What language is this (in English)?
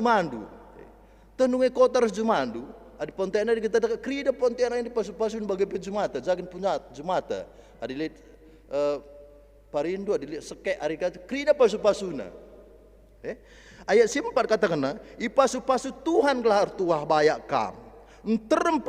Batak Karo